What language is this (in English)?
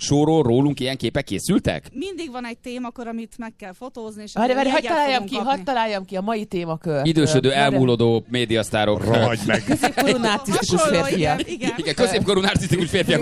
Hungarian